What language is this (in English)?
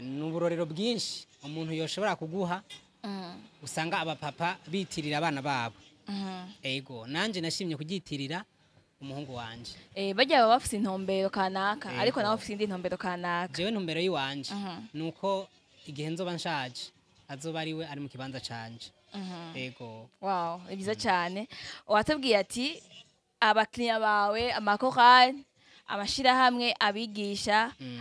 Rundi